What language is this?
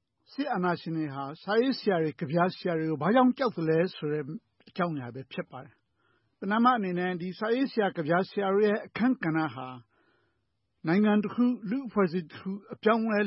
Burmese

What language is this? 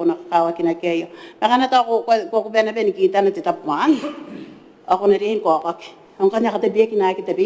Gilbertese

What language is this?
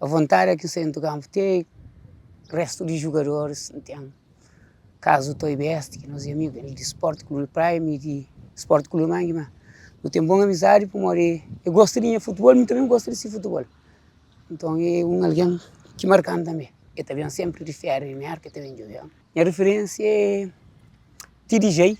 Kabuverdianu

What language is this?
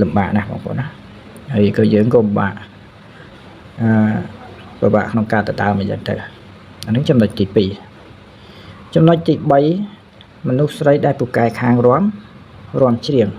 Khmer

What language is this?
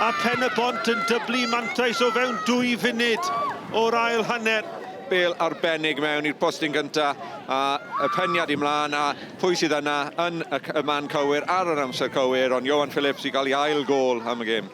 Welsh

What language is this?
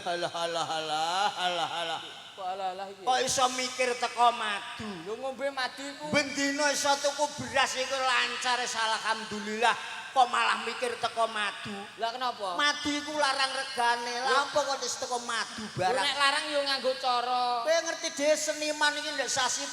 Javanese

